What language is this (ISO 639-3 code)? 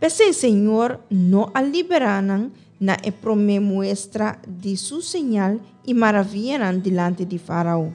pap